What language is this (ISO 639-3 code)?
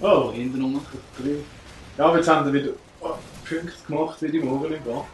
gsw